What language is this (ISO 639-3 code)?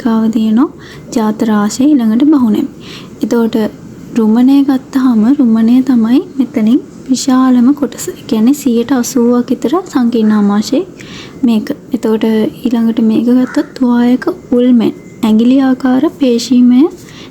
sin